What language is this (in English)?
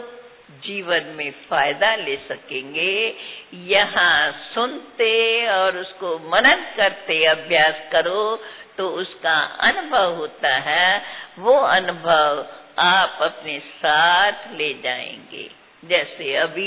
Hindi